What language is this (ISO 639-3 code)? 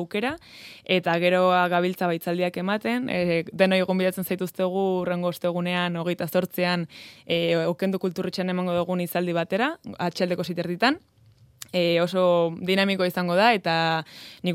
eus